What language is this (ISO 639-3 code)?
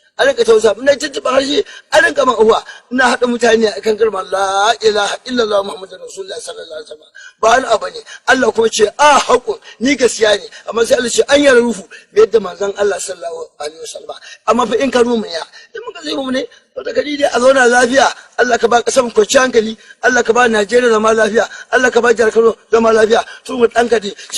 hau